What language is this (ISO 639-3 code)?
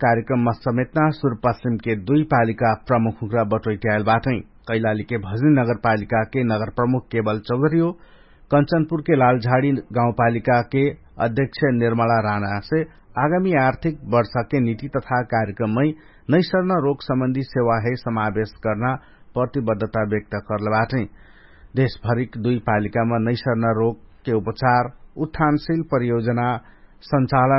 thl